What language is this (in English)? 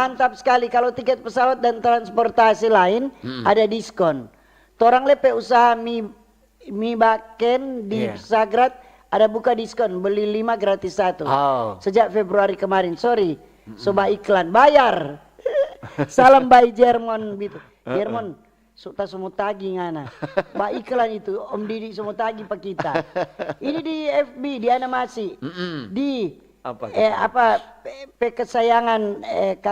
Manado Malay